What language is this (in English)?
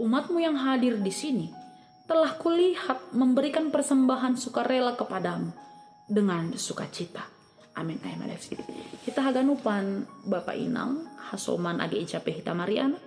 Batak Simalungun